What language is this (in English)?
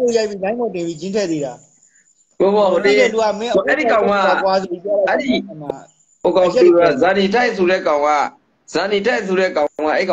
Burmese